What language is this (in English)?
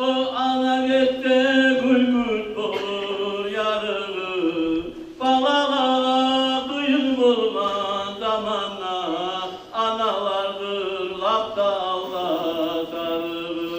Kumyk